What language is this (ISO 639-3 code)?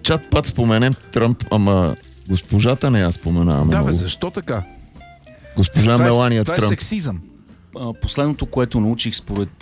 bul